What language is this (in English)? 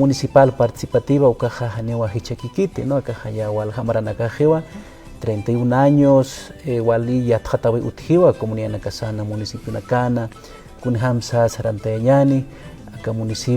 Aymara